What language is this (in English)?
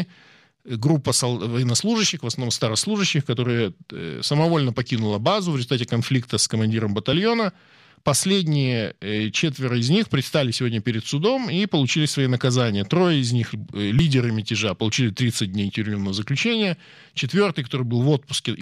Russian